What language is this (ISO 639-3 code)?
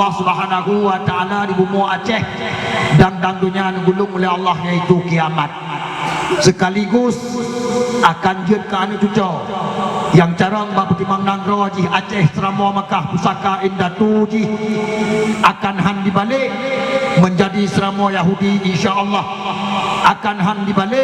ace